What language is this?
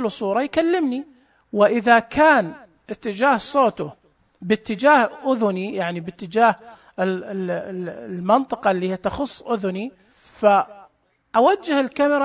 Najdi Arabic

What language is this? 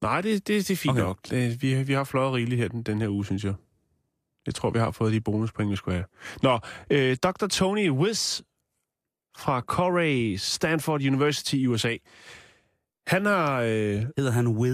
Danish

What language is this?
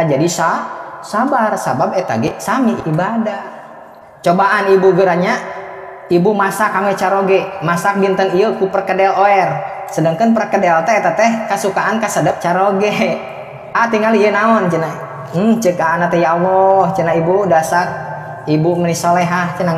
Sundanese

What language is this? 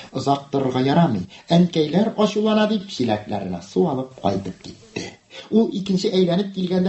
Tatar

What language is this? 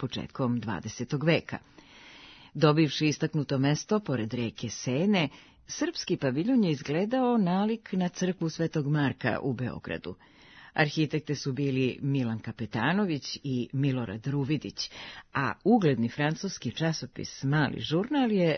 Serbian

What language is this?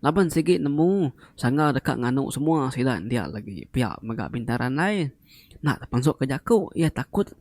Iban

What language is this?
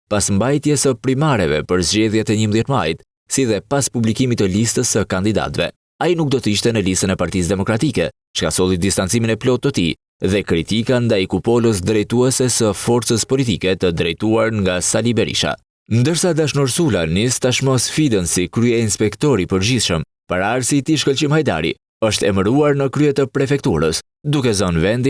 Albanian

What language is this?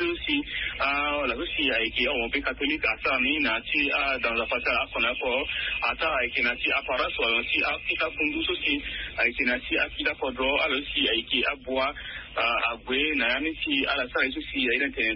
Sango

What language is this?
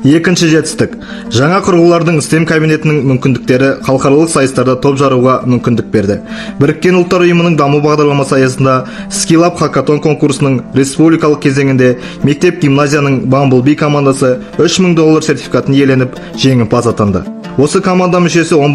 Kazakh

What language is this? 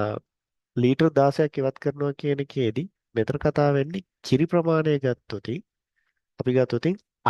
Sinhala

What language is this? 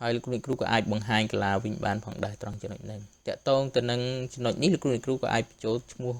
Khmer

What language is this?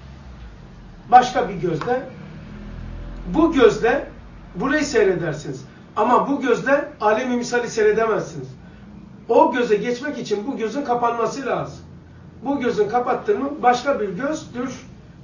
Turkish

